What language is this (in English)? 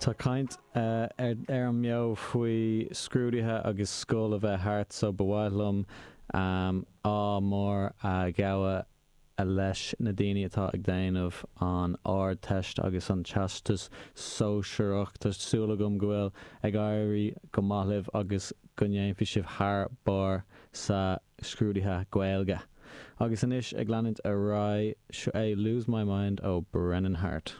Irish